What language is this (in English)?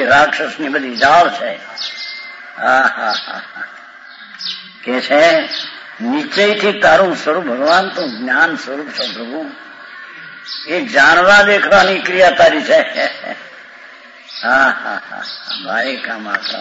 Gujarati